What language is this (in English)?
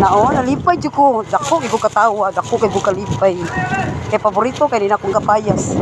Cebuano